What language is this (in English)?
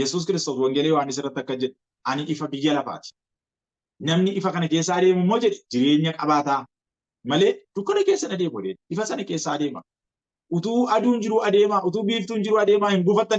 Oromo